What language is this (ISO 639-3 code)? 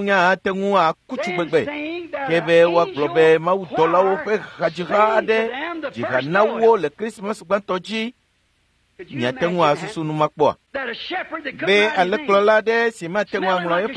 ewe